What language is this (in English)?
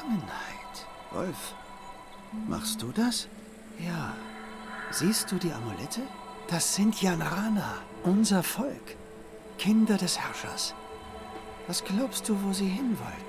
Swiss German